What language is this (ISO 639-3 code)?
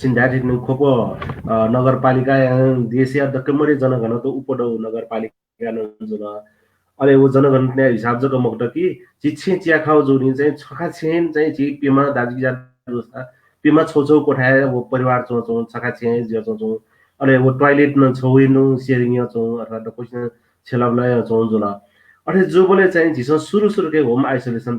new